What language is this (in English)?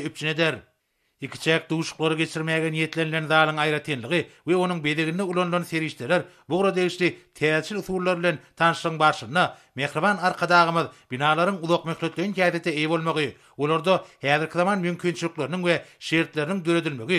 Turkmen